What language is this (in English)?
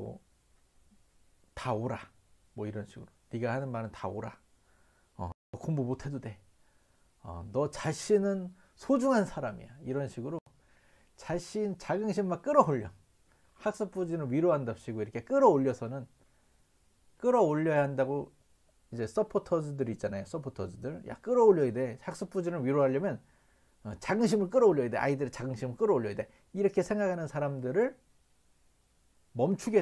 Korean